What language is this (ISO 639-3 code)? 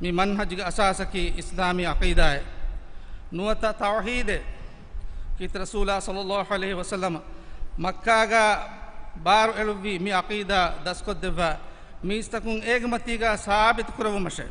div